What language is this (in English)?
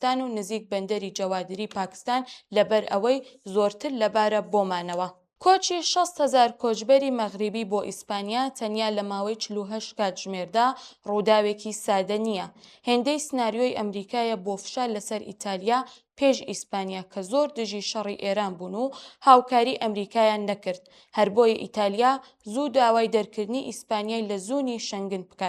Central Kurdish